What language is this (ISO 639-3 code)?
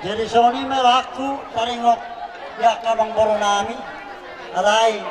bbc